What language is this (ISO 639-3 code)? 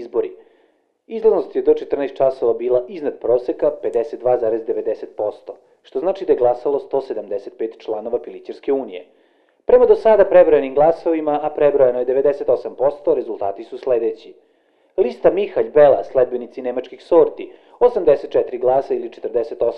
srp